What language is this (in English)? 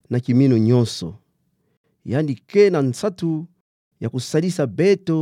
Kituba (Democratic Republic of Congo)